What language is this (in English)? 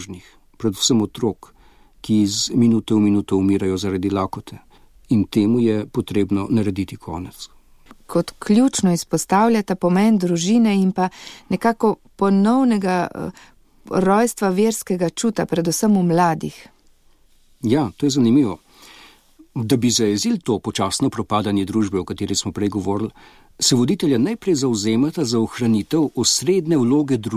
Slovenian